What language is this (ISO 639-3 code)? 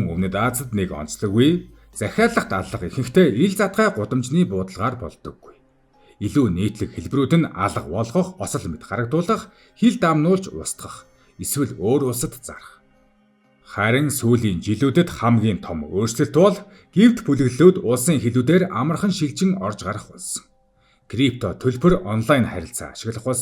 mon